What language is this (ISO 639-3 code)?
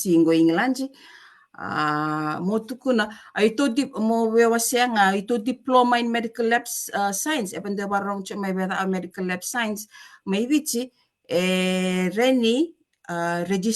fij